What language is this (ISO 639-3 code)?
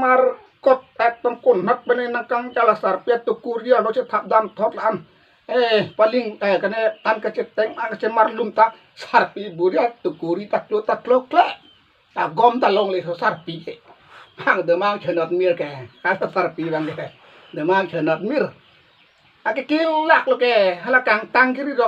mjw